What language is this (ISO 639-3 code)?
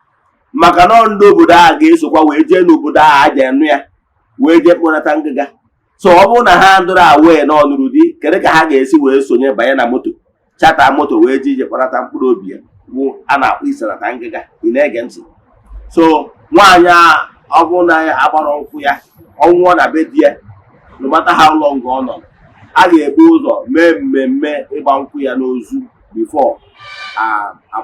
ibo